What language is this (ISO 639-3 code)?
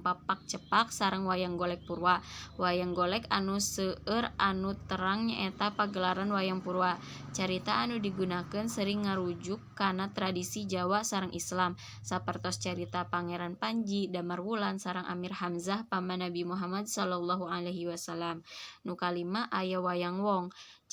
sun